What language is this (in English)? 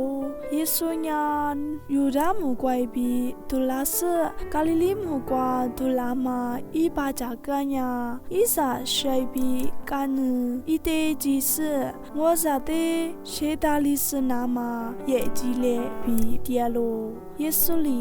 Lisu